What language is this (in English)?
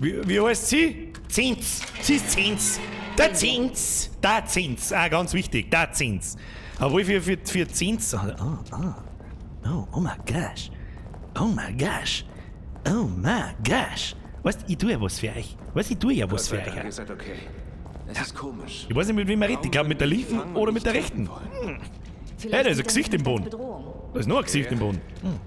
Bavarian